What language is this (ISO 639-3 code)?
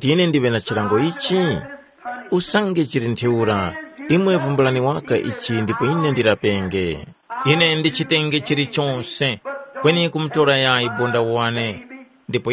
tum